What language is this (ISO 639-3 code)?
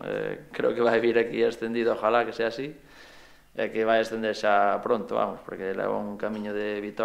glg